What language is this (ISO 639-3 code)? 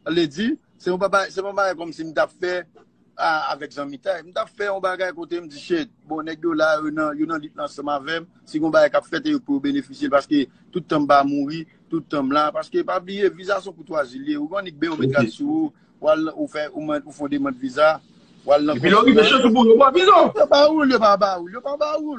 hat